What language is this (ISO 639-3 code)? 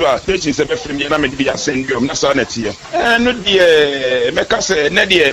aka